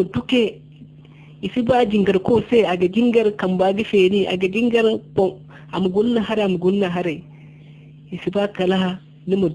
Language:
Zarma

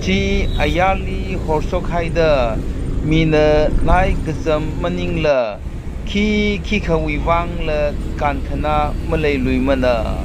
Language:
Tangkhul Naga (India)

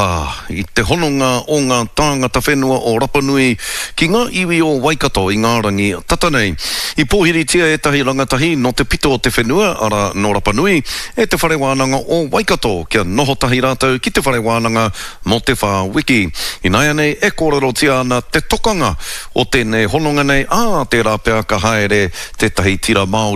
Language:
Māori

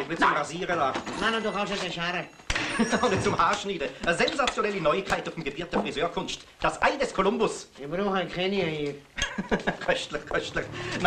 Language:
Swiss German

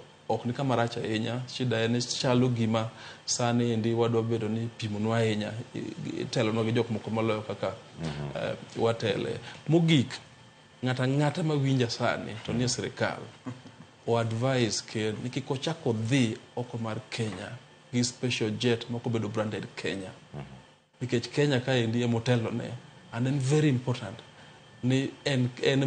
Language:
Luo (Kenya and Tanzania)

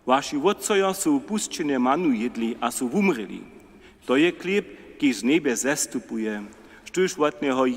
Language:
Upper Sorbian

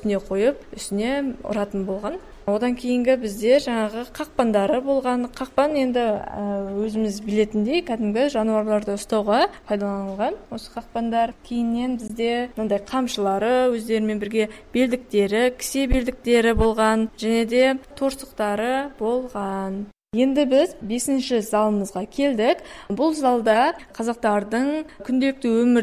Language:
Kazakh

